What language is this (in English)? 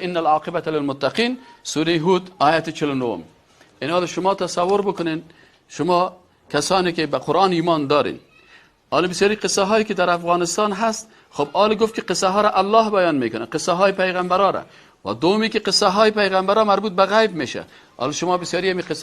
Persian